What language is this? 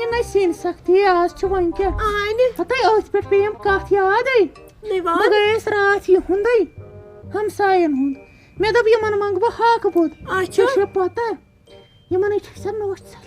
Kashmiri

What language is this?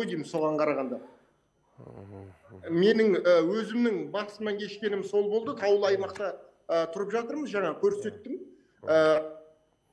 Kazakh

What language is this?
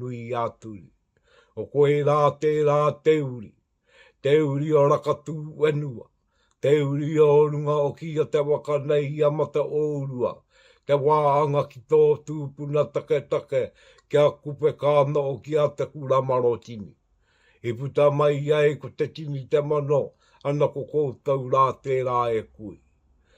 Māori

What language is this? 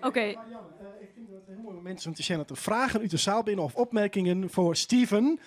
Western Frisian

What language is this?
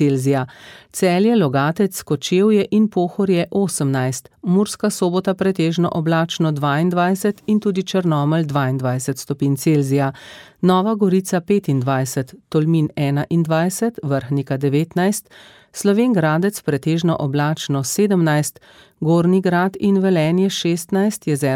Slovenian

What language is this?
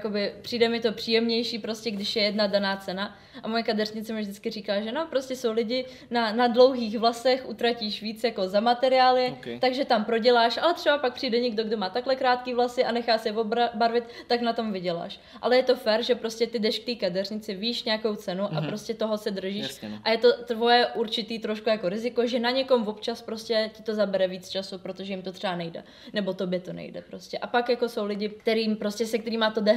Czech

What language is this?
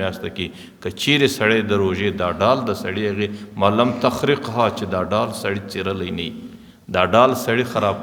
Pashto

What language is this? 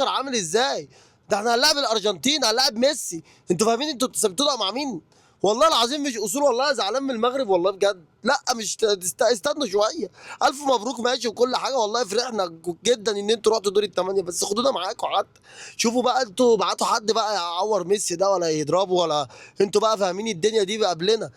Egyptian Arabic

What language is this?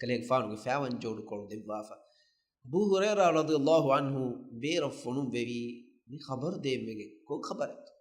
Divehi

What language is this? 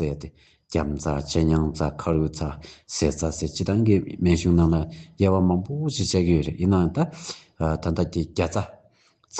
Tibetan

